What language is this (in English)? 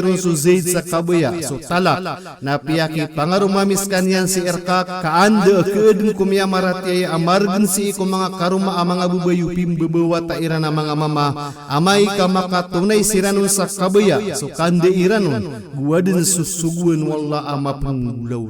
Maranao